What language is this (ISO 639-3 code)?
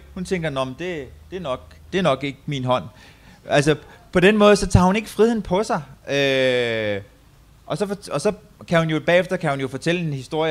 dan